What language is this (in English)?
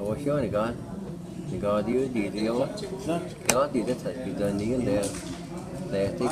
Cherokee